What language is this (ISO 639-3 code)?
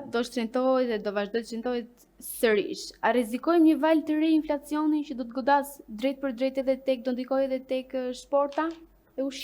sqi